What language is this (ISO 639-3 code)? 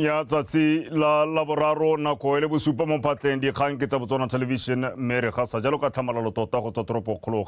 tsn